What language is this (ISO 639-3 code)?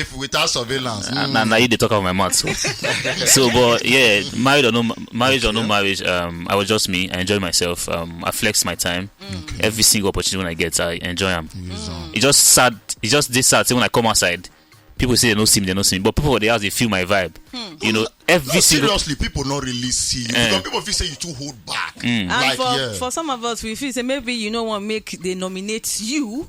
pcm